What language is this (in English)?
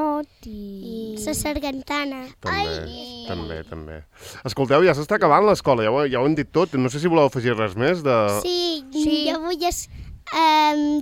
Catalan